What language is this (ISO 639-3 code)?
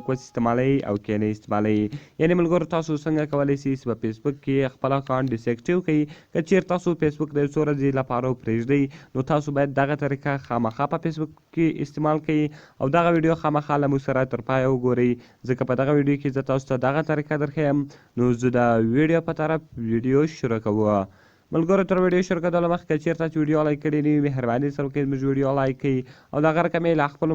pus